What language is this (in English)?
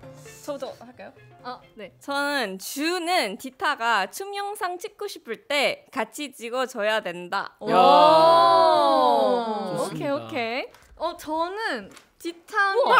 Korean